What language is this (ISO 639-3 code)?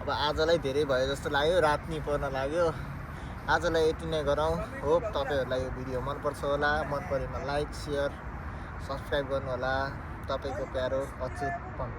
nep